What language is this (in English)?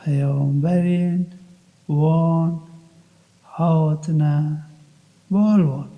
Kurdish